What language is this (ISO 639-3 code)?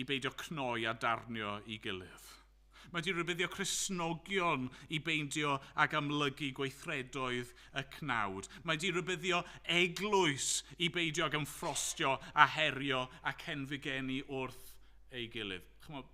cym